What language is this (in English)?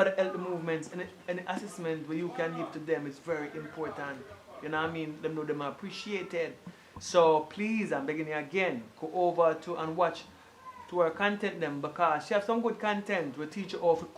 Jamaican Creole English